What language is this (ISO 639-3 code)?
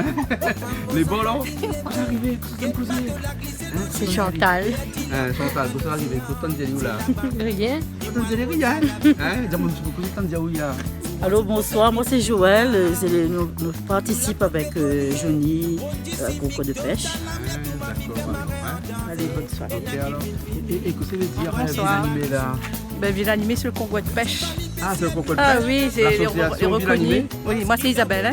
rcf